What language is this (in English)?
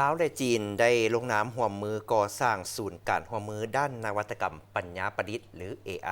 Lao